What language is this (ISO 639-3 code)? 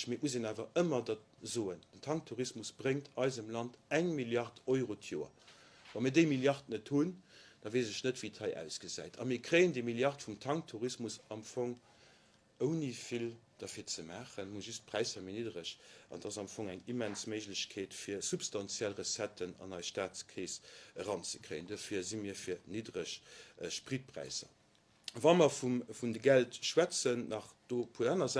ltz